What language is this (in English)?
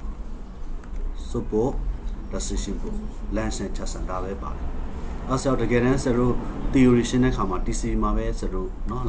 Burmese